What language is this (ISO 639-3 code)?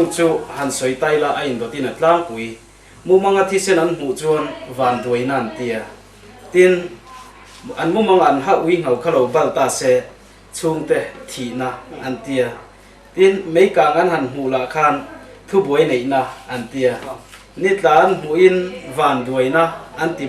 lus